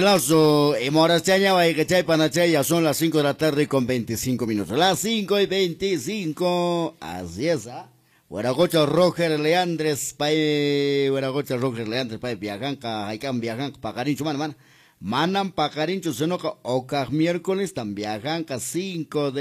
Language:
Quechua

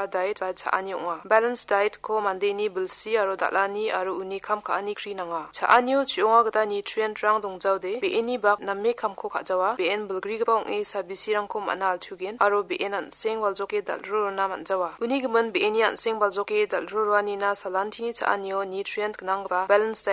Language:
Garo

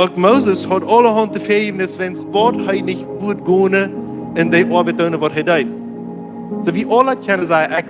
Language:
Plautdietsch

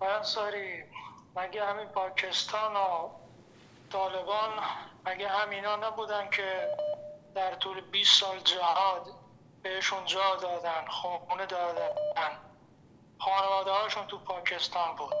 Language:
Persian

